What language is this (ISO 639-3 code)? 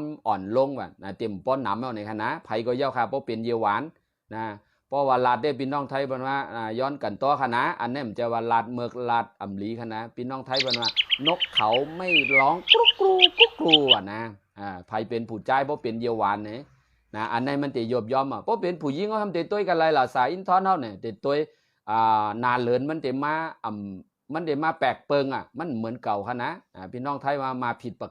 shn